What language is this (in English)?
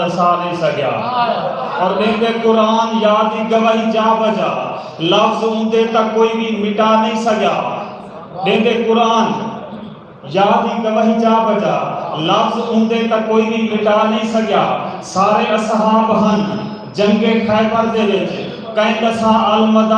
Saraiki